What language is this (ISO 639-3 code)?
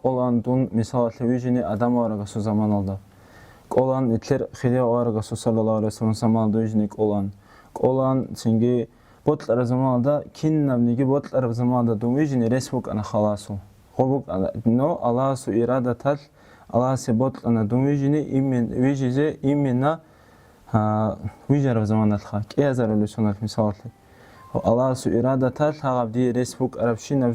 ava